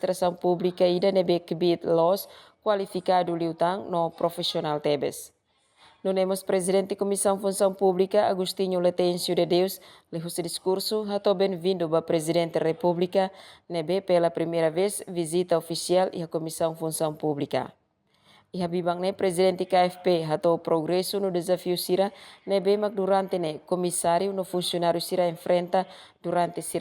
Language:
Tetum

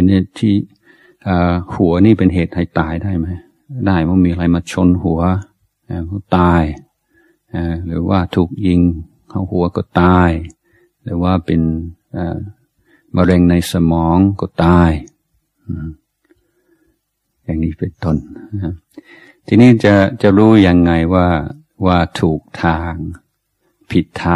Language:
Thai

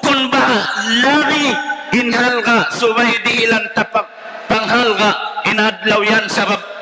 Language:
Tausug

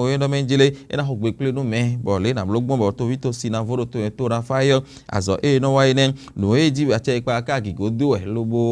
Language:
Fon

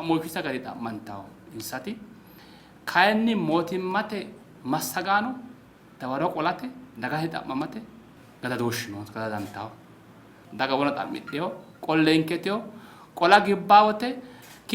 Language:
Sidamo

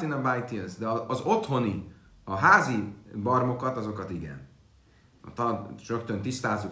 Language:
Hungarian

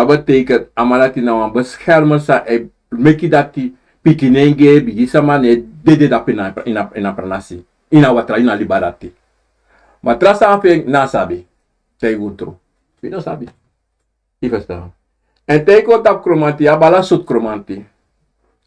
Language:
Sranan Tongo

